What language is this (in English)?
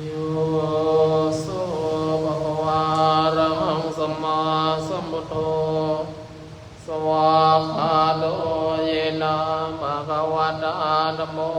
Pali